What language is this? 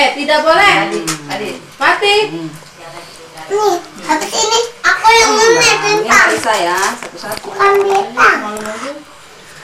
Indonesian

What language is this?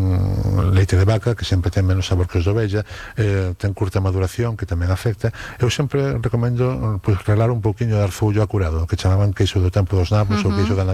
Galician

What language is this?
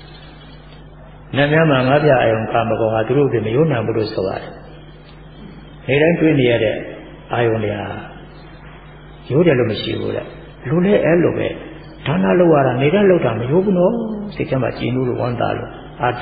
Burmese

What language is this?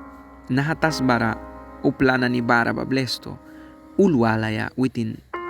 Mískito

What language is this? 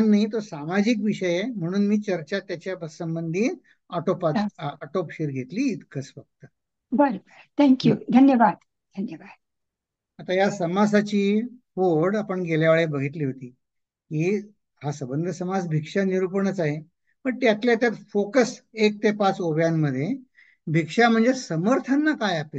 Marathi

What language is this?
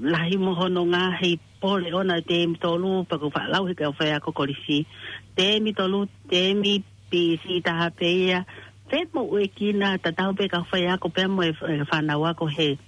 Tongan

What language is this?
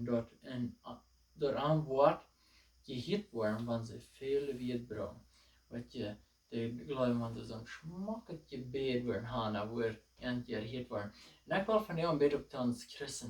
Plautdietsch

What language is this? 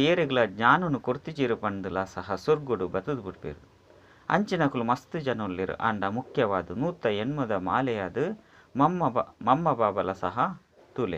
Tulu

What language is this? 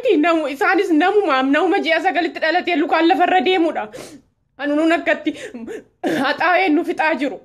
Oromo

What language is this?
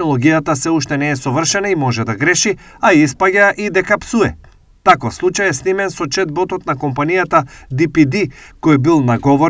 Macedonian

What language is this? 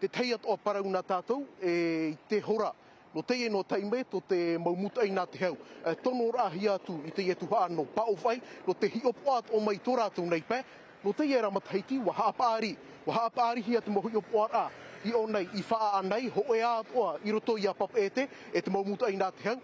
Tahitian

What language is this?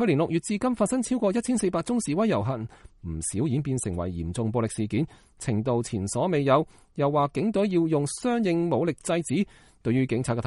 Cantonese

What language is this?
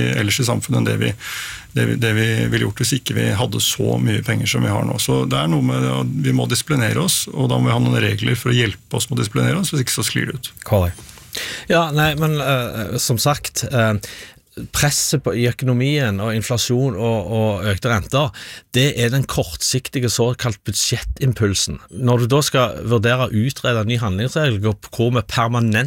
Norwegian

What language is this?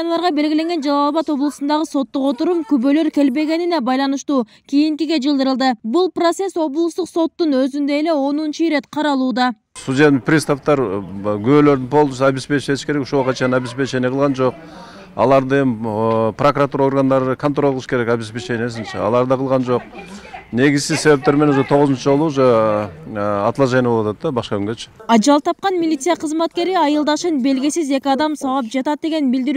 Kyrgyz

